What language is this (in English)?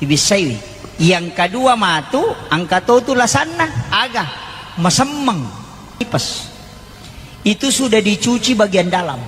Buginese